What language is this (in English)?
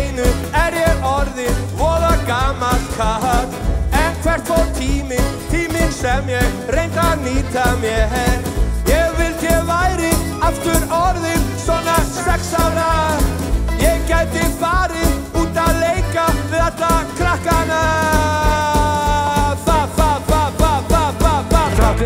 Icelandic